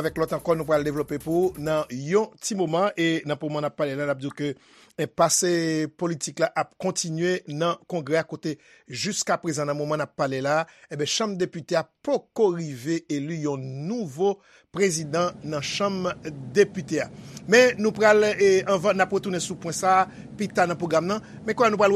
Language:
Haitian Creole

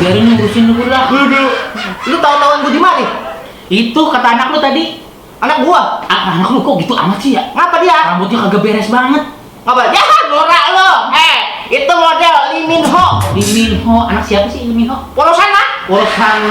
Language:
Betawi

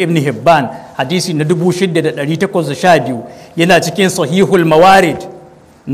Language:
Hausa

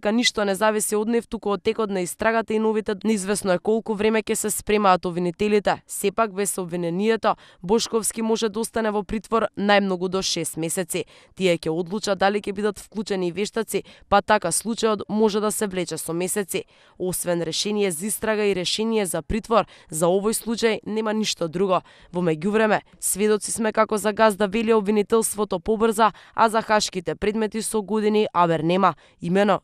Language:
Macedonian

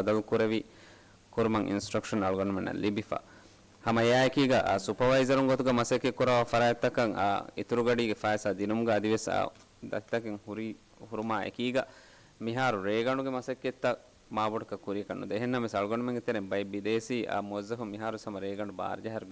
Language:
Divehi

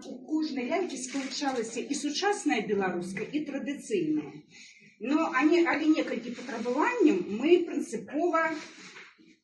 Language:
Belarusian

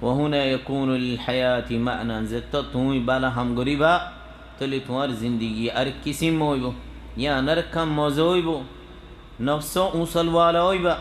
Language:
Rohingya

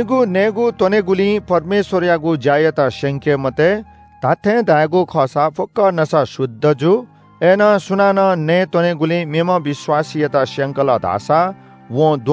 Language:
Newari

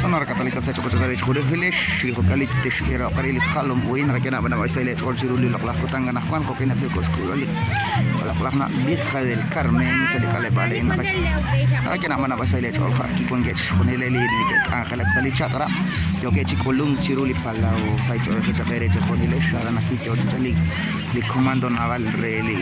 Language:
Kekchí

